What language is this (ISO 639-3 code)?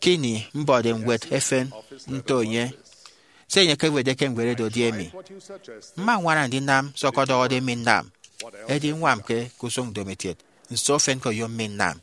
efi